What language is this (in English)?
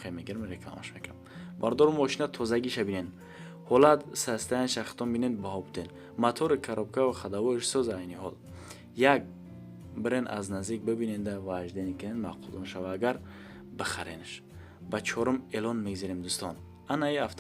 Tajik